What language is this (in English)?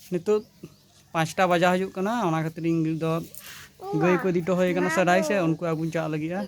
Santali